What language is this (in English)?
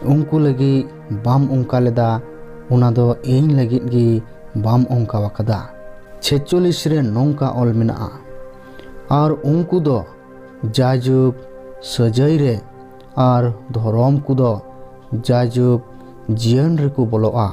Santali